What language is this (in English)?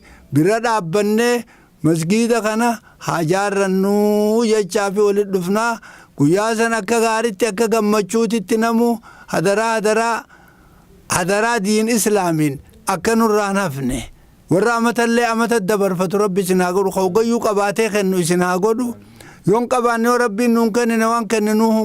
Oromo